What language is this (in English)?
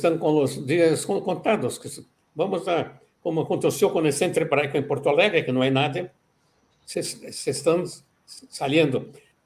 Ladino